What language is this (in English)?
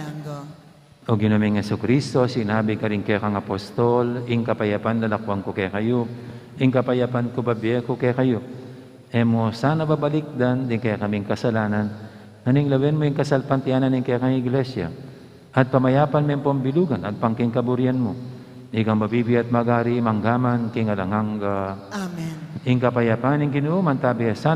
Pampanga